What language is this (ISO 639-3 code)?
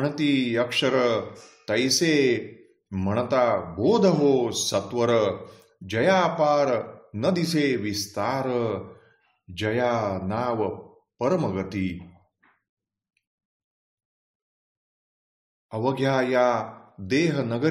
mar